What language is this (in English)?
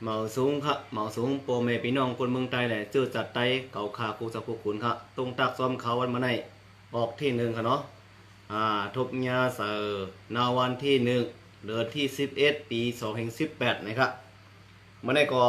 Shan